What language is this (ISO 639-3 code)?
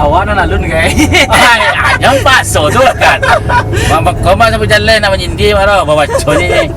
min